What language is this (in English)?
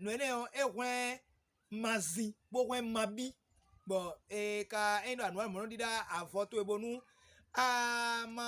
Fon